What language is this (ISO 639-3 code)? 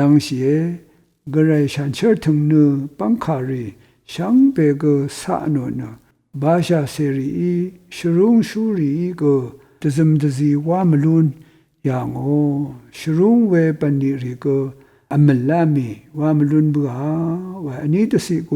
raw